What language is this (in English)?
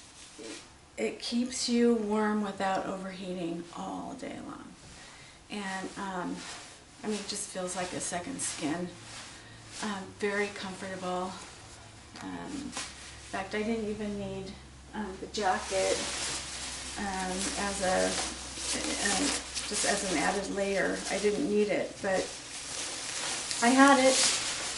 English